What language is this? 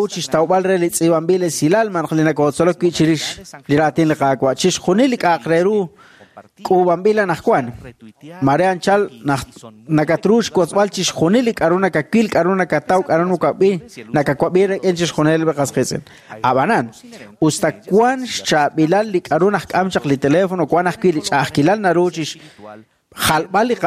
Kekchí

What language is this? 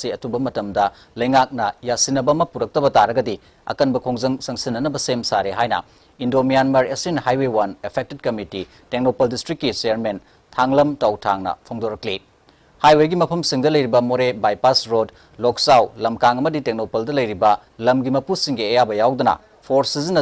Manipuri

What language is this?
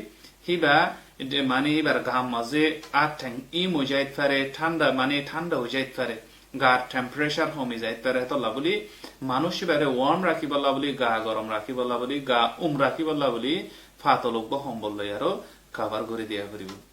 Rohingya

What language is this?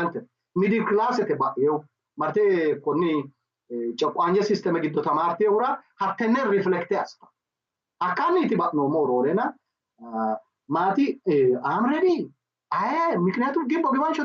Sidamo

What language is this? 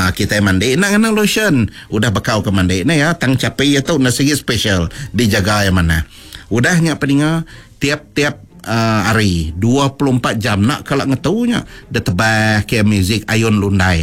Iban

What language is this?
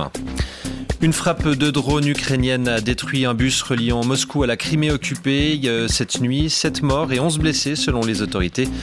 French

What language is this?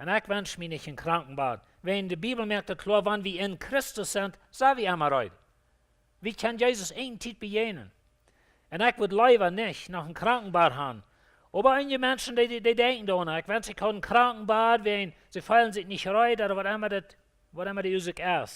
Plautdietsch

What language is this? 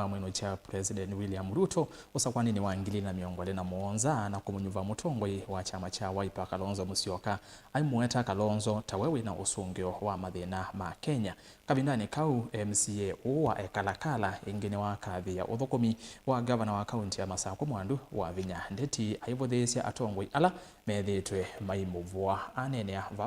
Kamba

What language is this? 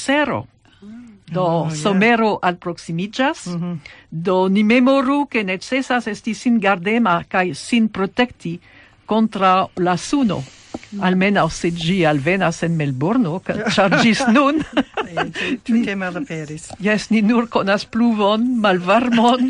Esperanto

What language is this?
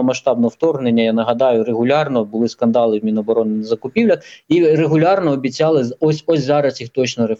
Ukrainian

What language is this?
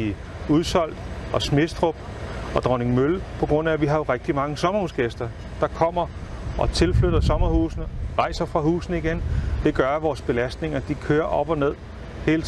Danish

